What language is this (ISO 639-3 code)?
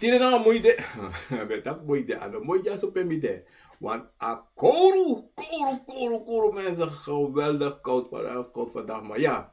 srn